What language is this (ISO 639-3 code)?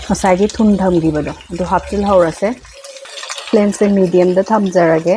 mni